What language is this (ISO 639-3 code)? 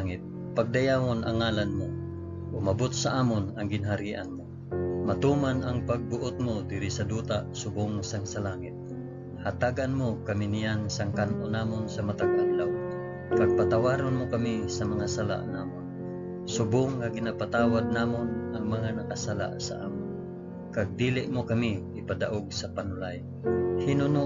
hil